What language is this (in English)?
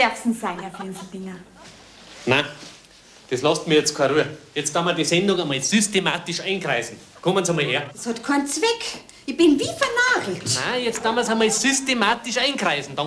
Bavarian